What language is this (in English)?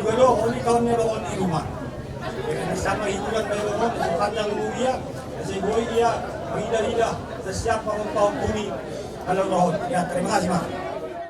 Batak Simalungun